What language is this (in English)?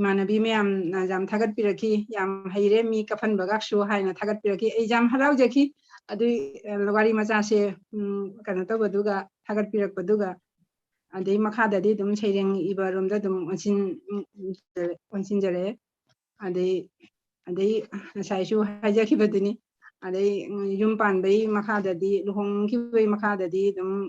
Manipuri